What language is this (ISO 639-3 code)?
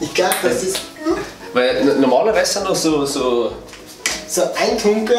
bar